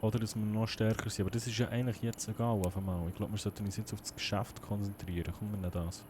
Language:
Swiss German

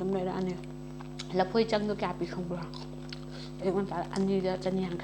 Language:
Manipuri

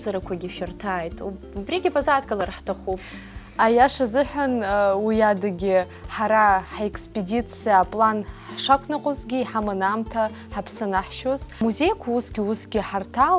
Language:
Abkhazian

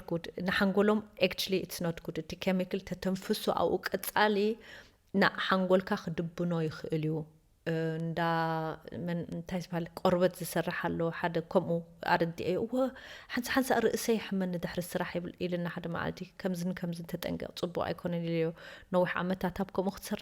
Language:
Tigrinya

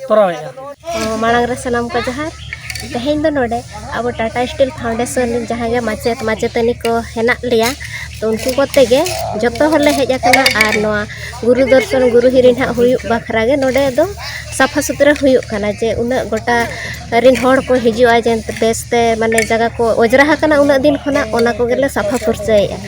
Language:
Santali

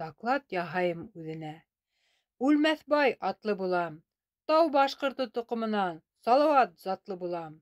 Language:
Bashkir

